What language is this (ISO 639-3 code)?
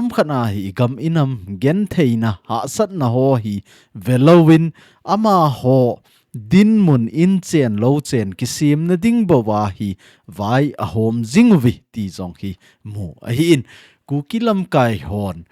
tcz